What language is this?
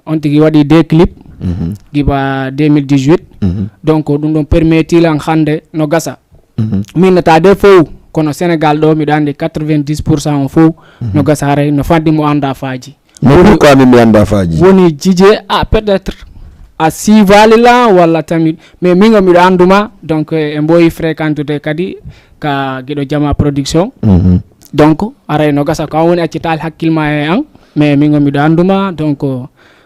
Fula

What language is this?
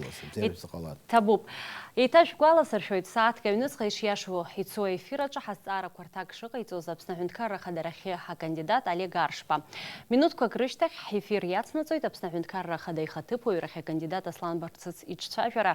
Abkhazian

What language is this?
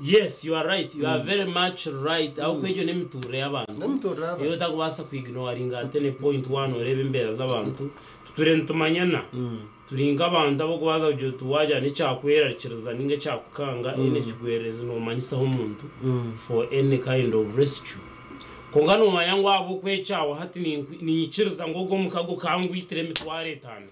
Nyankole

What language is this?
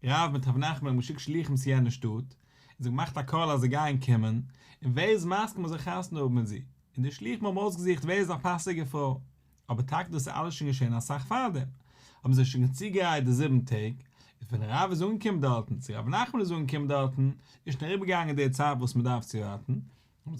Yiddish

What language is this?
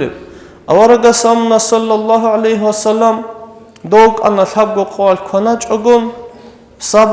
Avaric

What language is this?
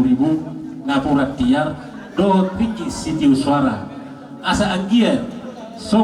Batak Toba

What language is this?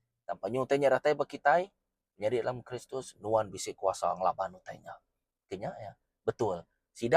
Iban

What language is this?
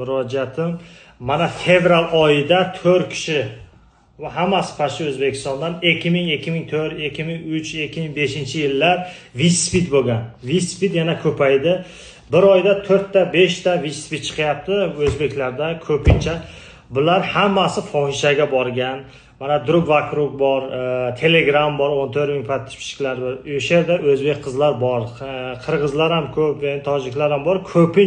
Uzbek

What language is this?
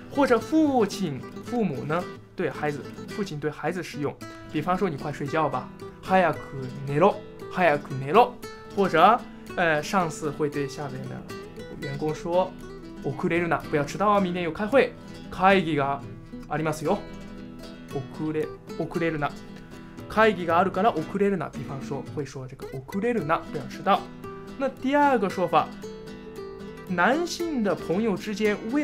Chinese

